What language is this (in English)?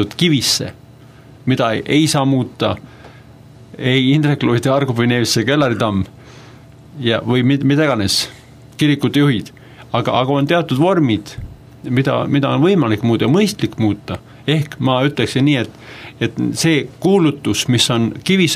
Estonian